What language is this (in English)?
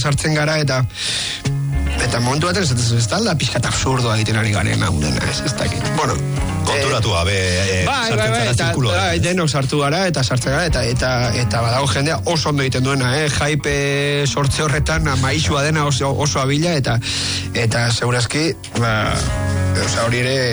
Basque